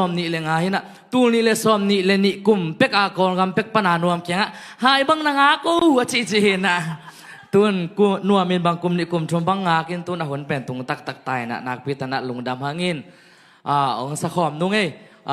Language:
Tedim Chin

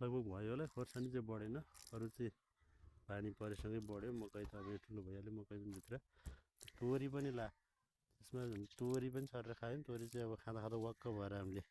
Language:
Nepali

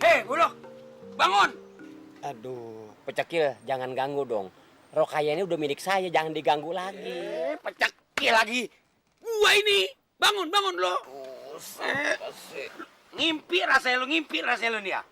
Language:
Betawi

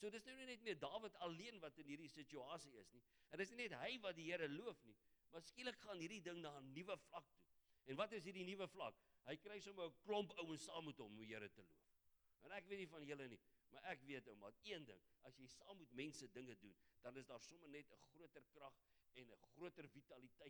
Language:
Afrikaans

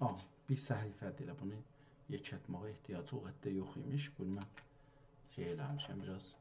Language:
South Azerbaijani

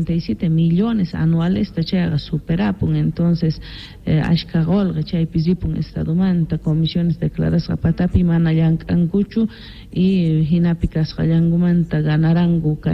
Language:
South Bolivian Quechua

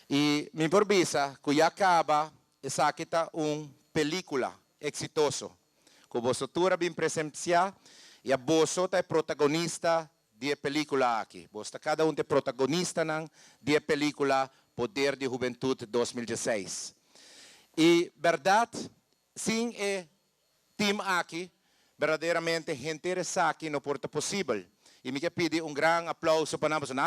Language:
Papiamento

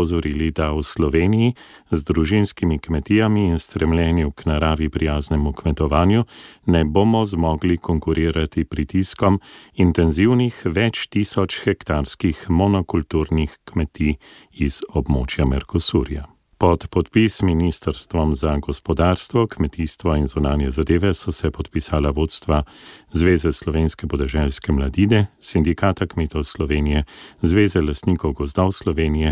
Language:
Slovenian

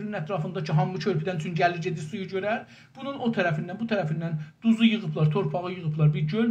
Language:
South Azerbaijani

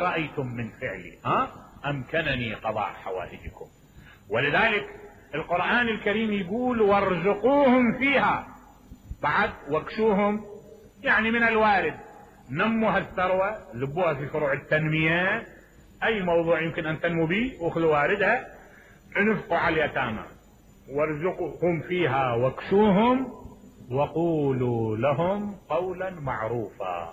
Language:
Mesopotamian Arabic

